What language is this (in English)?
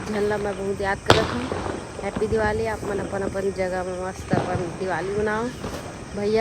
Chhattisgarhi